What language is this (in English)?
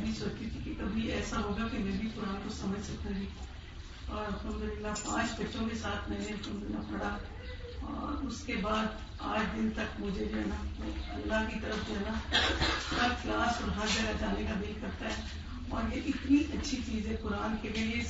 Urdu